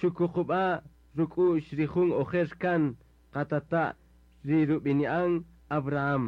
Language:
Kaqchikel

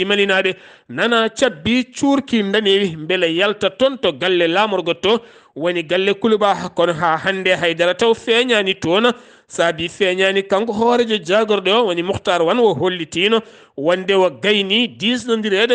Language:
Fula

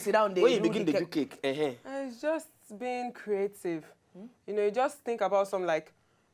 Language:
Nigerian Pidgin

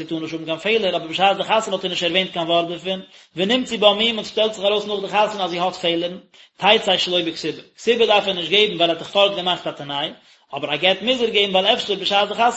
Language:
Yiddish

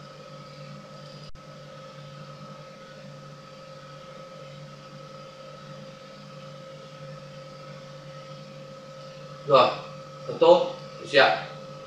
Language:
Vietnamese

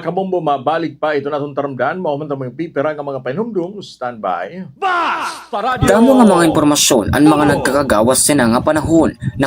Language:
Waray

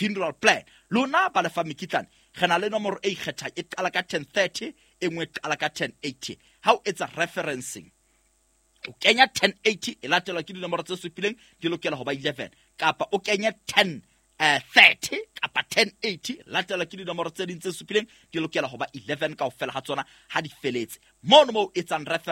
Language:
Southern Sotho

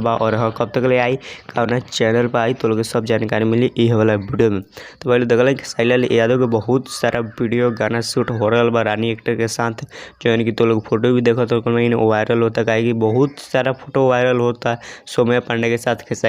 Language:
Bhojpuri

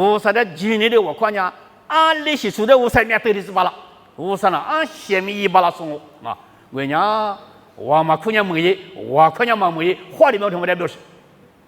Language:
Lisu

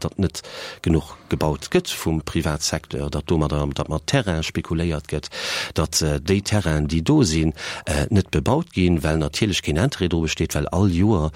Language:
Luxembourgish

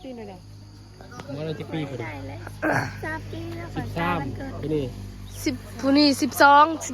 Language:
Northeastern Thai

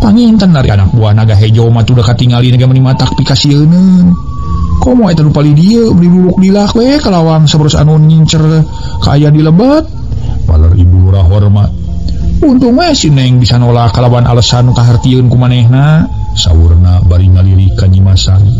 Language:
Sundanese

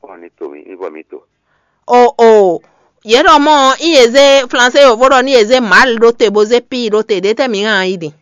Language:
Fon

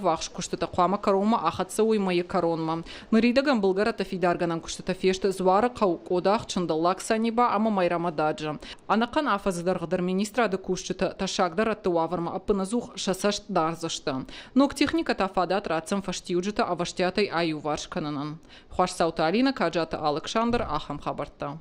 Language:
Ossetic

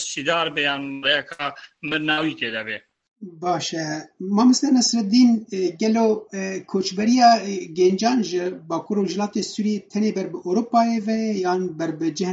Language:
Kurdish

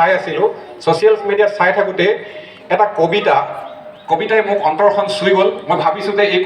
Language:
Assamese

